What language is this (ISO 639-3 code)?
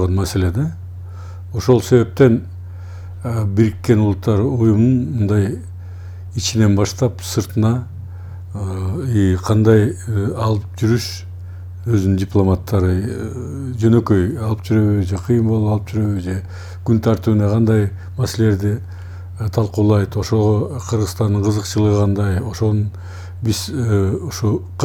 kir